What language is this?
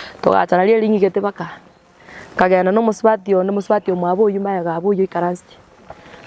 Gusii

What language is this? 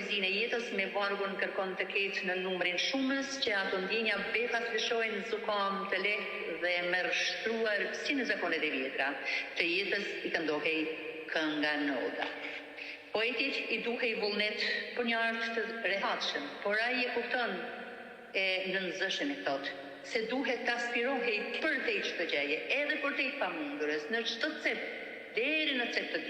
Albanian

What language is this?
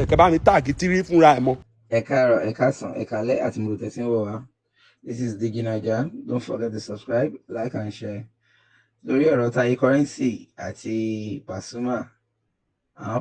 Yoruba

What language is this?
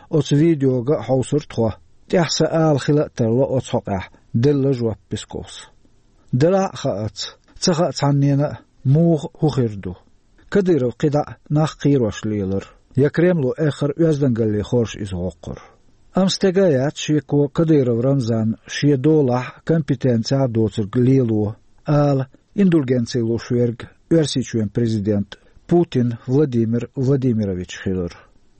Chechen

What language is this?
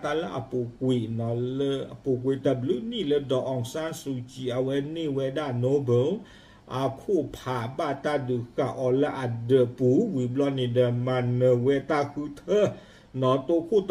S'gaw Karen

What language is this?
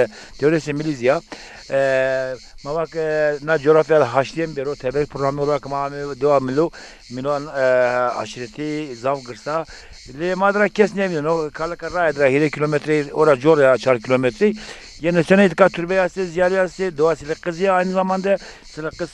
Zaza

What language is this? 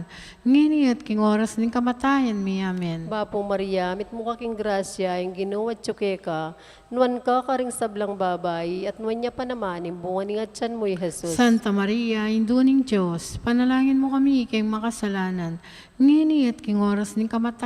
Pampanga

